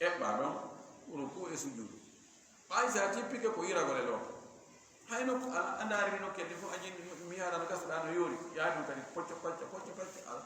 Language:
Fula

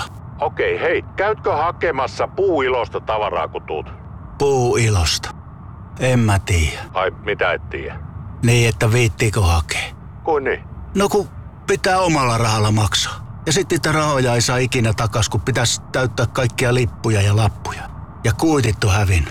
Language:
Finnish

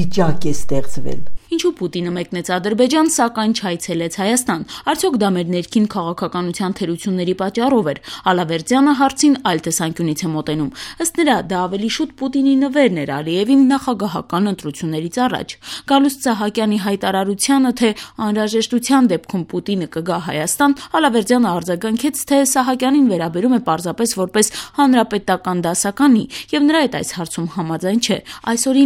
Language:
Armenian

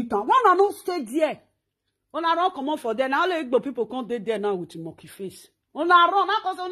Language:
Nigerian Pidgin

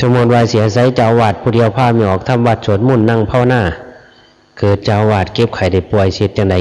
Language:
Lao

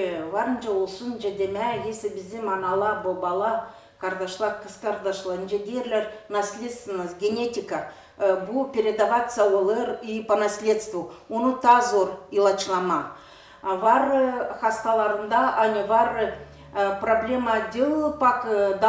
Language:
Gagauz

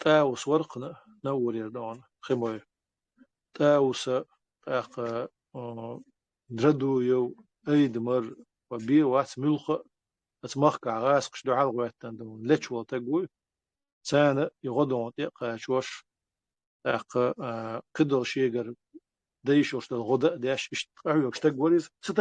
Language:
Chechen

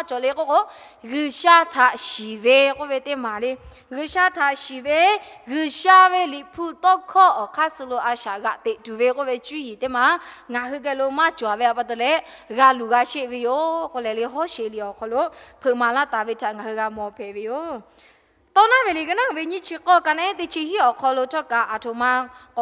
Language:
Lahu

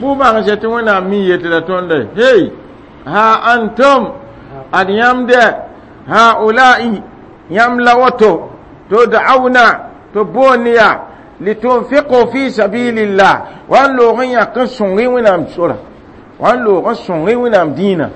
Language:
Mossi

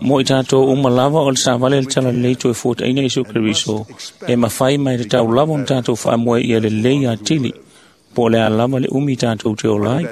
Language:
Samoan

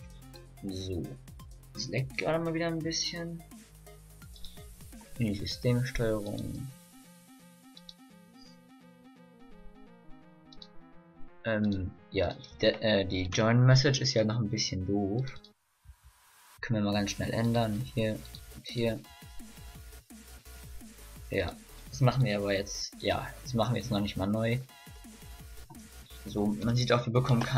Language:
German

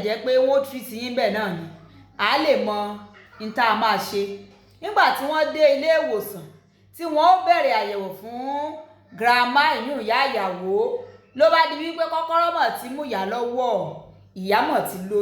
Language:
Yoruba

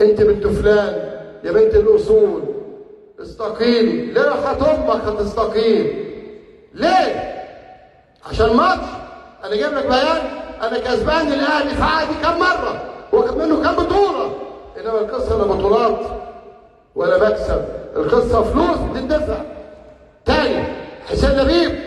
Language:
Egyptian Arabic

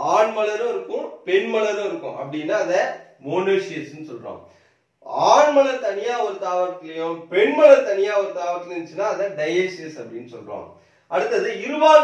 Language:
Tamil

